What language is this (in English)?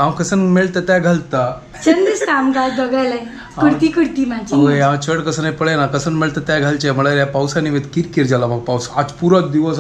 Konkani